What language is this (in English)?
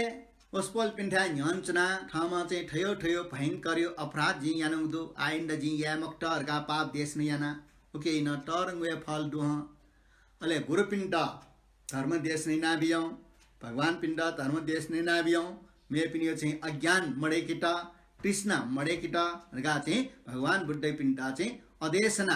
Newari